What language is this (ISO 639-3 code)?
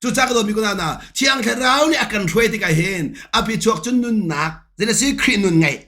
cnh